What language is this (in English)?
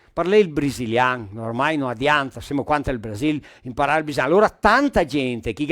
Venetian